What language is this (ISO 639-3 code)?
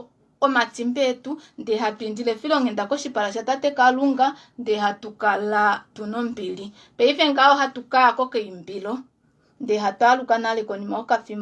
kua